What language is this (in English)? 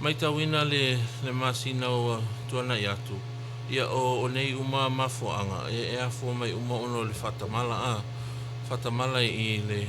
Samoan